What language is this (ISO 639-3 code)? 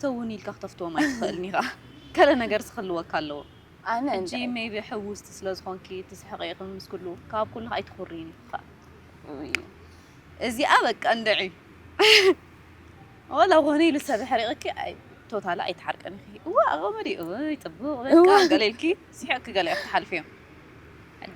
tir